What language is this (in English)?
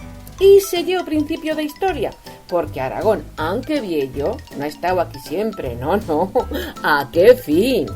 Aragonese